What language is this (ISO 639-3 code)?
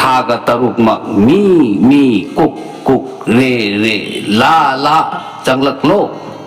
mni